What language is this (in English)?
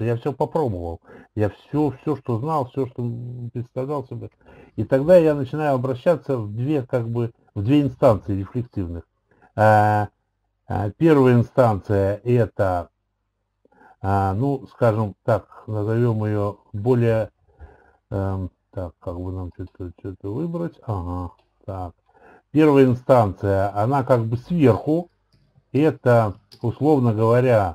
Russian